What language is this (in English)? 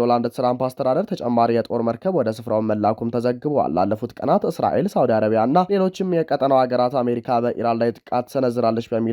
Amharic